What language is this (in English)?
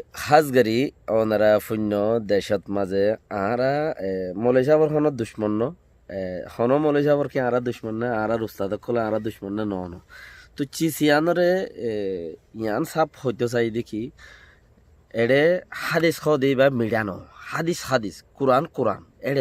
Rohingya